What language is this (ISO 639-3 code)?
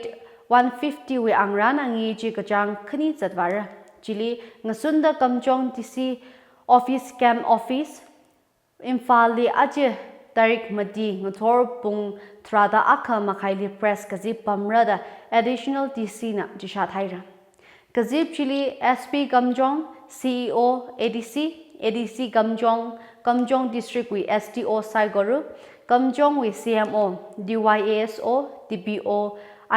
nmf